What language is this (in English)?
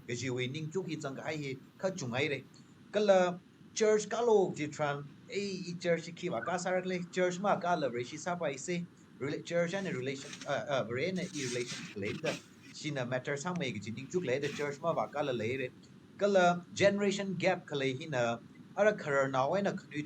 Tangkhul Naga (India)